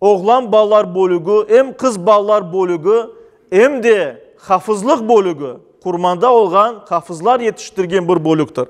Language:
Crimean Tatar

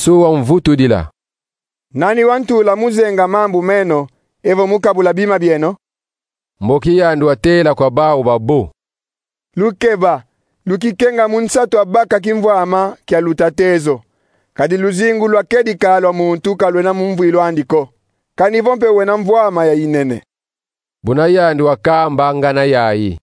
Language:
Kongo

